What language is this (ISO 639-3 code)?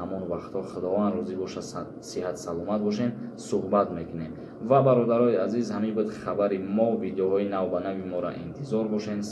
tgk